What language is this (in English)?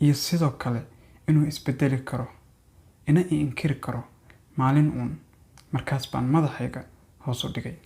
Somali